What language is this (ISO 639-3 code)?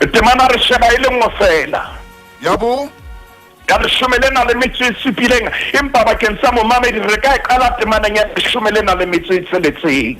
sot